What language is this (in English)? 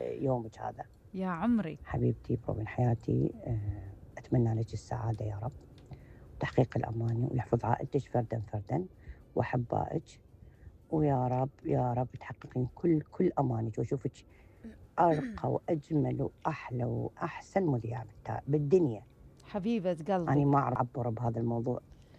Mesopotamian Arabic